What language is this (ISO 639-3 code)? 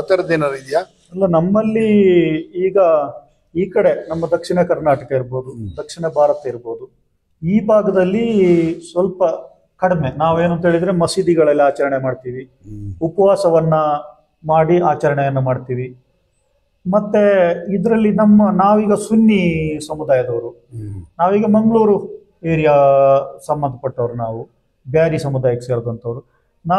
kan